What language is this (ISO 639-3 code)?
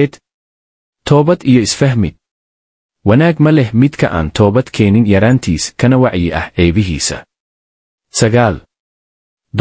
som